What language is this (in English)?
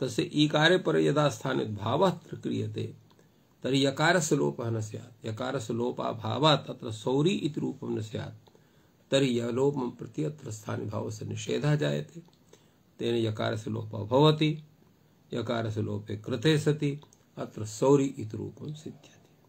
Sanskrit